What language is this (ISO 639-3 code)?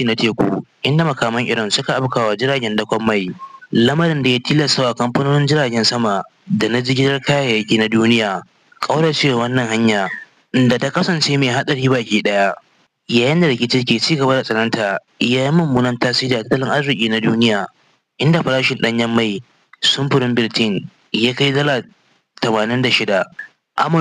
hau